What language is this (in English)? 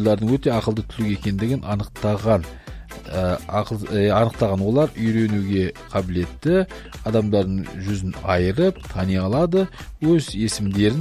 Kazakh